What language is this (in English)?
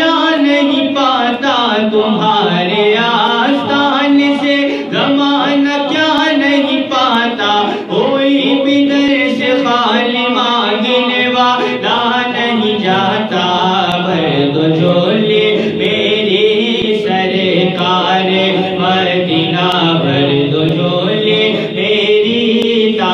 Urdu